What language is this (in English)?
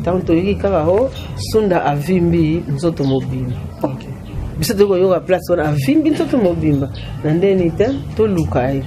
Lingala